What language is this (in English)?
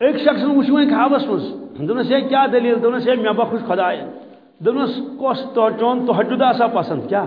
Kashmiri